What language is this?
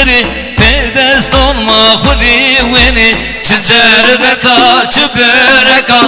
Zaza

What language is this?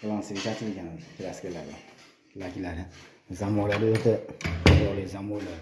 Uzbek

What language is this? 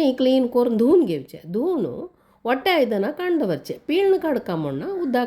Konkani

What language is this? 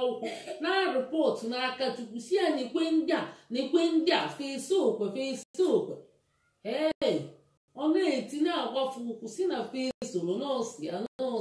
Igbo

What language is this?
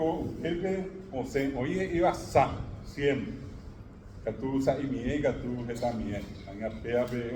Guarani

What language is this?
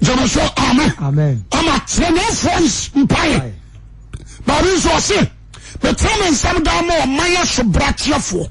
Akan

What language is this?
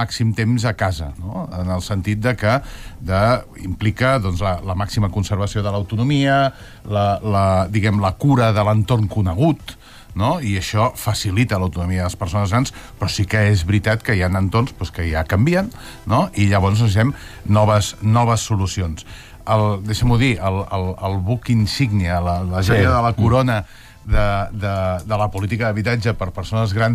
Catalan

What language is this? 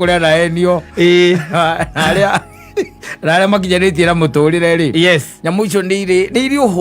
Kikuyu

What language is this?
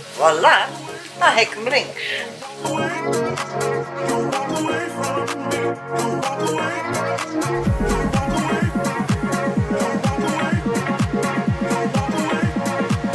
Dutch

